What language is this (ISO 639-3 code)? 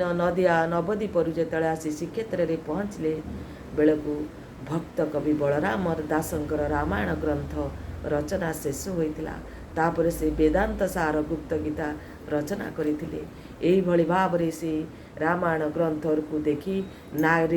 ori